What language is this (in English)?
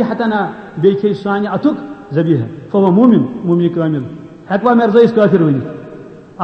Kashmiri